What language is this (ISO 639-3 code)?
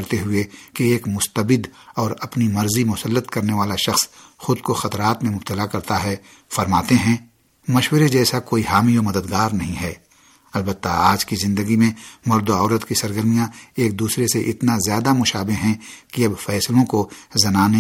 urd